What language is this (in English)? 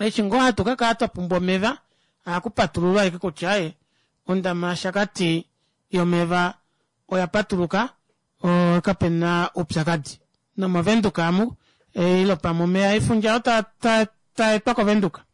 Kuanyama